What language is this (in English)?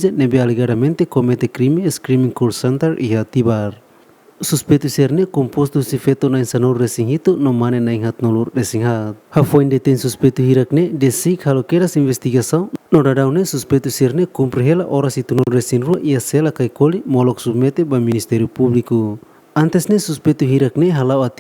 Tetum